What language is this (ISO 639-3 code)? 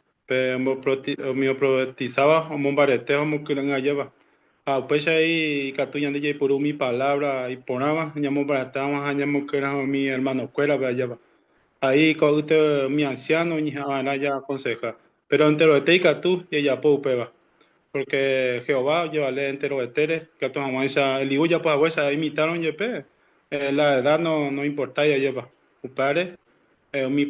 grn